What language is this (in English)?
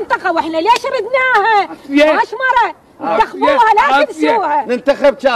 Mesopotamian Arabic